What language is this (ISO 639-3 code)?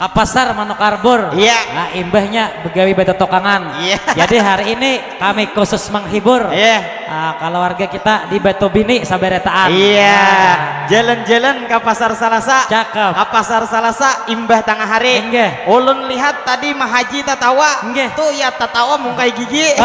bjn